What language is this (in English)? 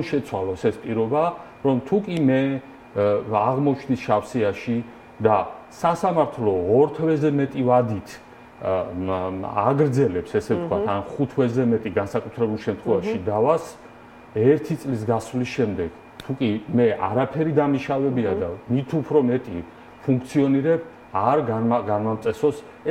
Georgian